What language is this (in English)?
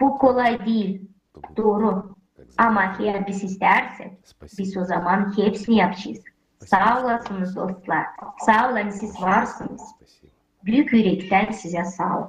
Gagauz